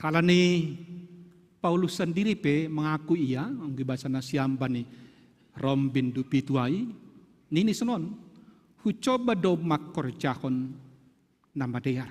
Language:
Batak Simalungun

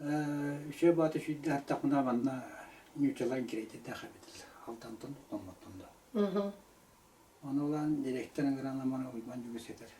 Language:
Yakut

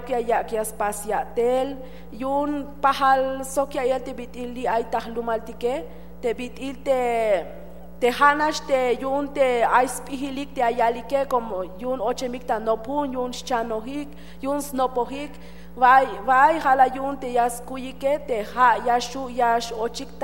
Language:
Tzeltal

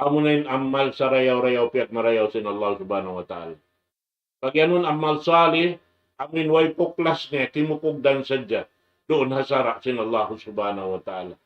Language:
Tausug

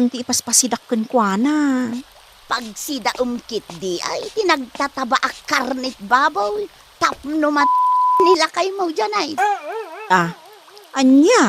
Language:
Iloko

